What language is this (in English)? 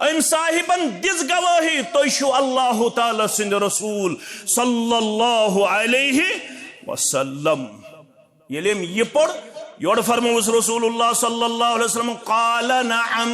Kashmiri